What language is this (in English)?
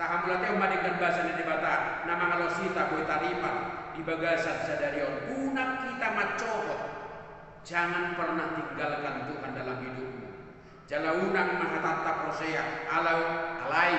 Batak Toba